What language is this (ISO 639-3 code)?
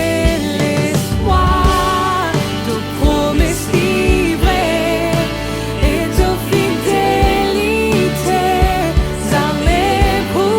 mfe